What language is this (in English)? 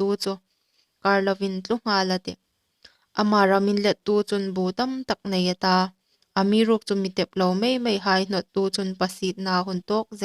Hmar